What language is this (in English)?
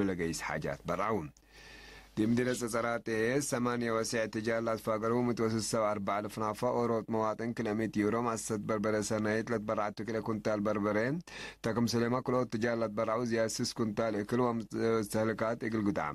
Tigre